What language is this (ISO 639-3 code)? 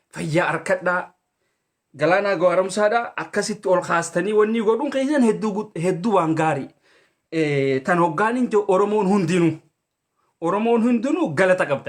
orm